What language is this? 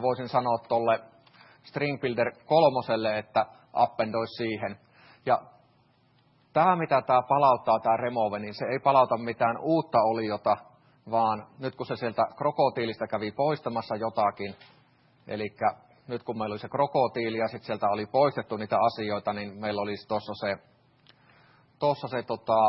Finnish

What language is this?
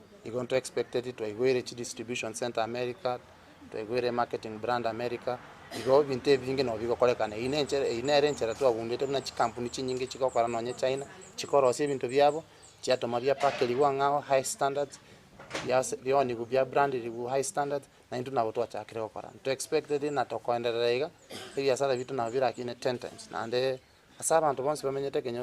Gusii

